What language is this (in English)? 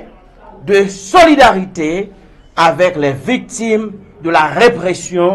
Haitian Creole